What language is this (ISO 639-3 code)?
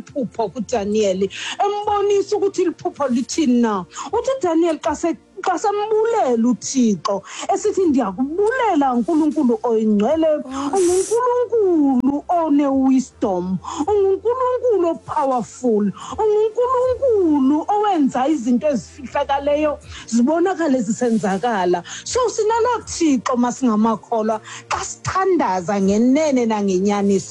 xho